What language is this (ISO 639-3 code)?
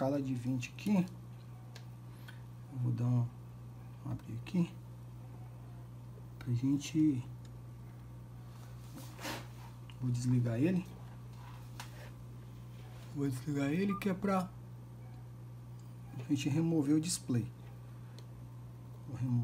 por